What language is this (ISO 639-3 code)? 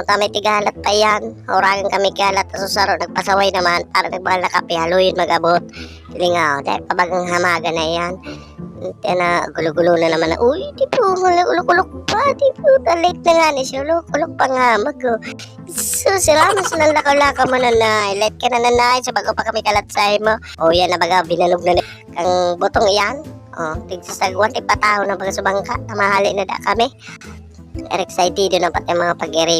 bik